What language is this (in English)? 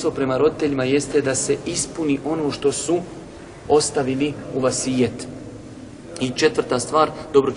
Bosnian